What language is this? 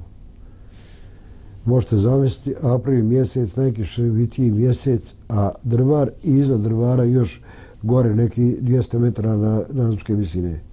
Bosnian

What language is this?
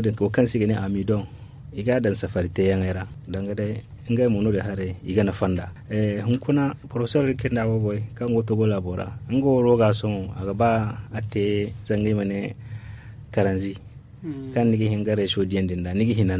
Zarma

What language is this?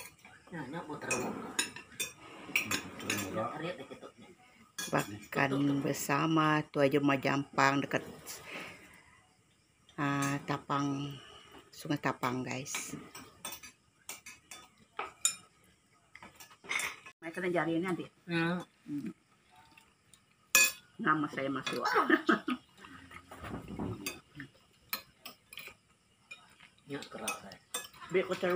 Malay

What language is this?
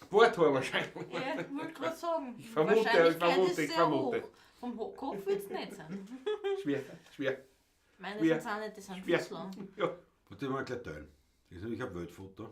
Bavarian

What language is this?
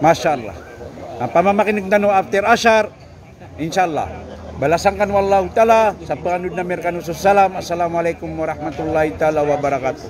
Maranao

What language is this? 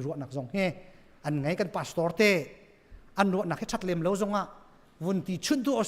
Hakha Chin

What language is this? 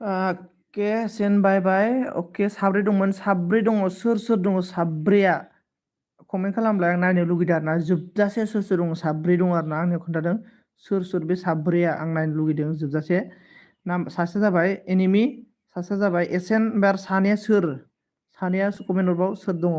Bodo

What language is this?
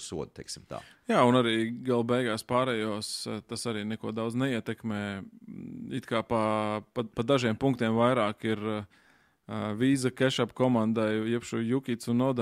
Latvian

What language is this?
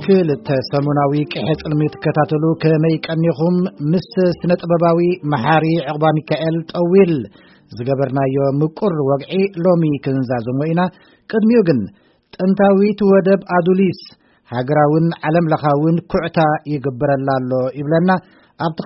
Tigrinya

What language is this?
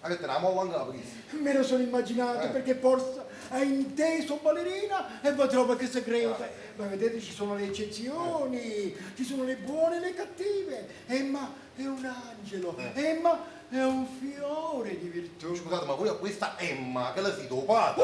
Neapolitan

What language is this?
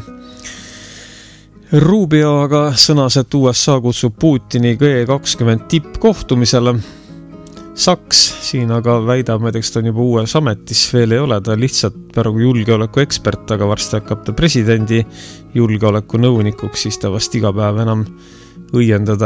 Estonian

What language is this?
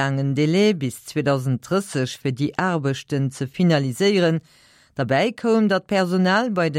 Luxembourgish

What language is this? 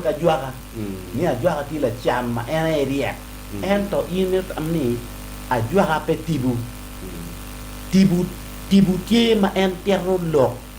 Acoli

